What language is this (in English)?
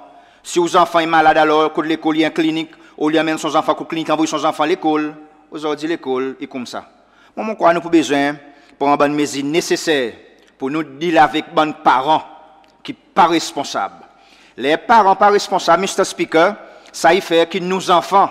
Seselwa Creole French